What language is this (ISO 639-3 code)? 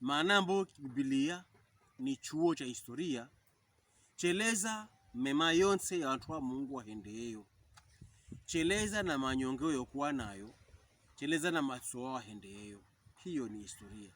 pkb